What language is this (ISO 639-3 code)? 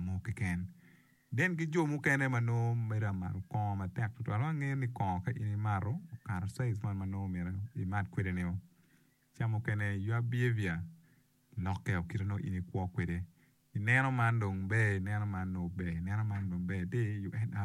ach